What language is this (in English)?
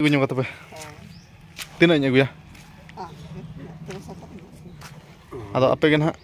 Santali